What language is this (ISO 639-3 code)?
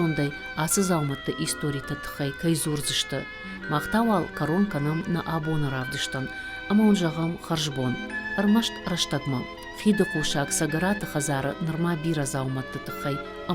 oss